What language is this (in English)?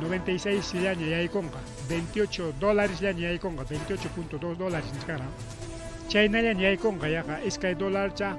Ayacucho Quechua